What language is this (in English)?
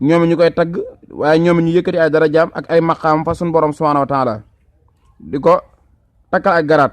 Wolof